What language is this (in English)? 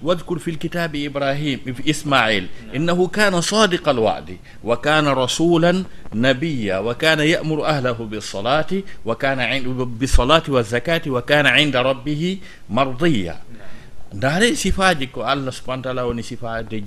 Fula